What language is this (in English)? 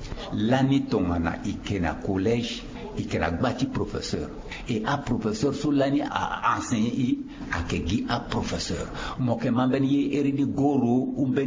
Sango